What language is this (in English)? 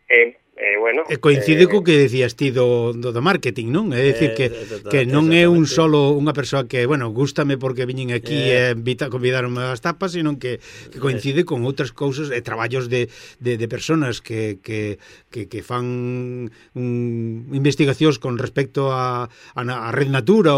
Galician